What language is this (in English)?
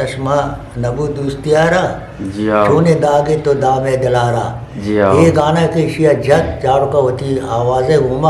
Eastern Balochi